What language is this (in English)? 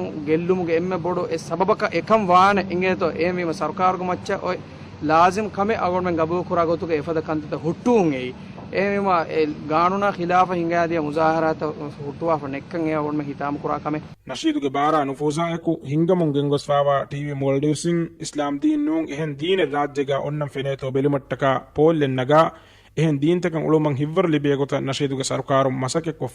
Divehi